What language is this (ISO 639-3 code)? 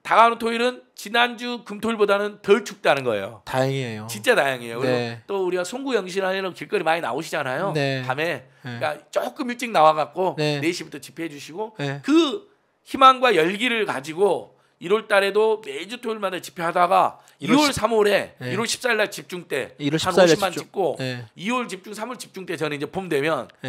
kor